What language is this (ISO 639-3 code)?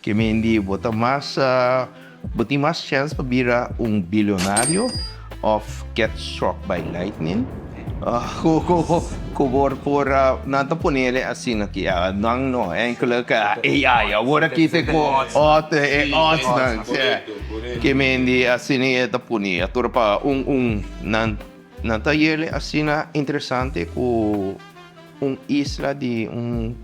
pap